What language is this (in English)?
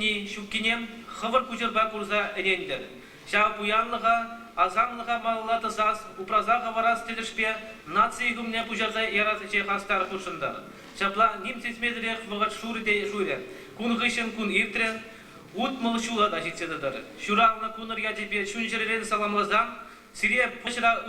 Chuvash